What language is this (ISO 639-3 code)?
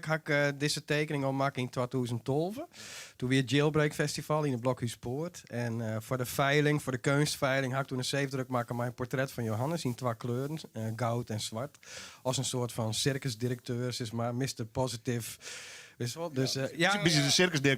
fry